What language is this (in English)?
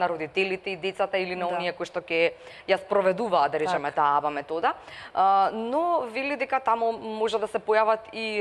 Macedonian